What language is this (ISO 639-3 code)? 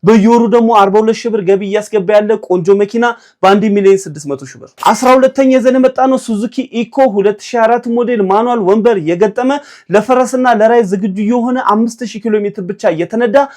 amh